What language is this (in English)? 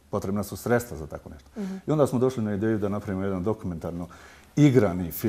Bosnian